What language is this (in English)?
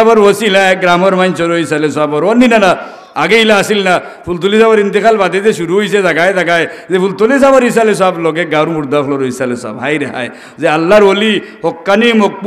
Sylheti